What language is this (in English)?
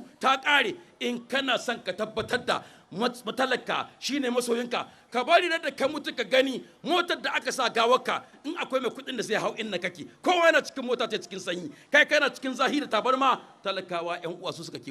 Hausa